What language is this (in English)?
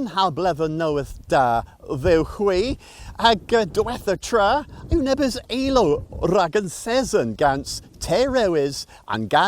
Cornish